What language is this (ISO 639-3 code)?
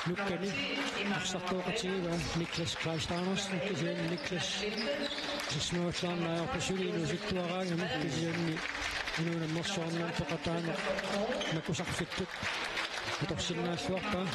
kal